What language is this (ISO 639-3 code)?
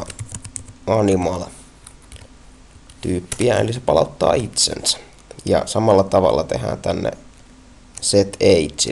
fin